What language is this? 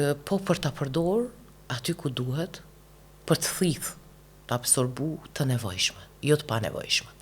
Albanian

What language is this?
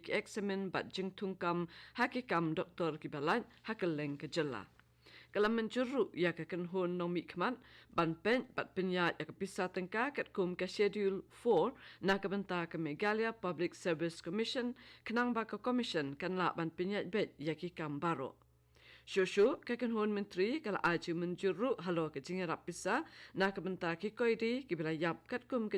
Khasi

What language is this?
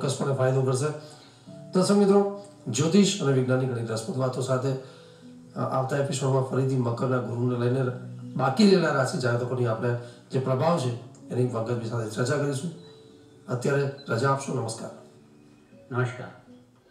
Gujarati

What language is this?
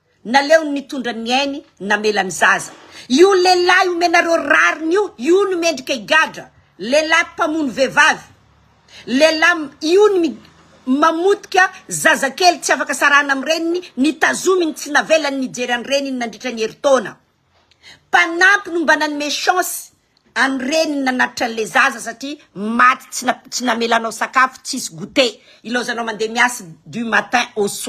Malagasy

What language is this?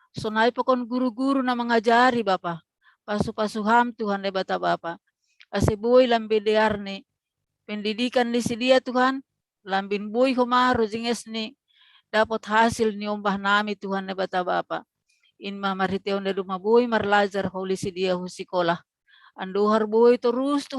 Batak Simalungun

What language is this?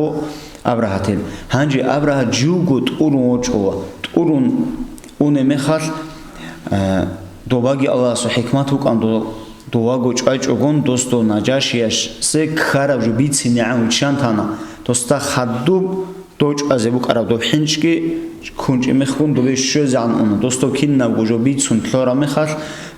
Avaric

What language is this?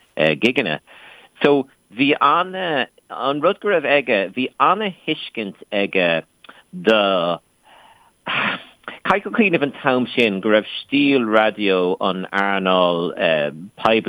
Irish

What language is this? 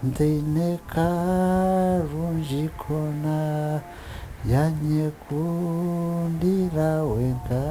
Nyankole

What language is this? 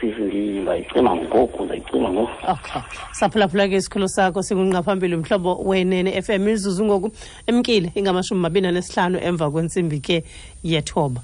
Xhosa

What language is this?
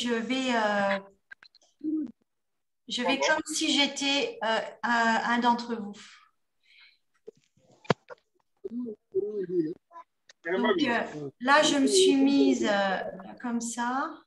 French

